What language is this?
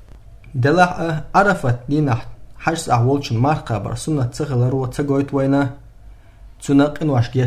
Chechen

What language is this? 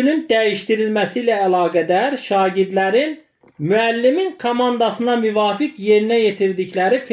Azerbaijani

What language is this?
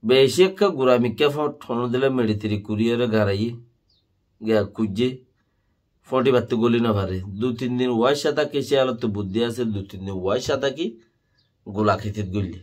Rohingya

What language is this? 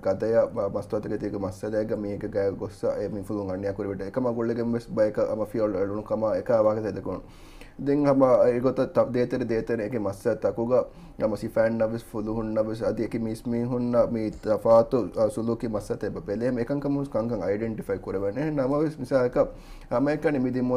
Divehi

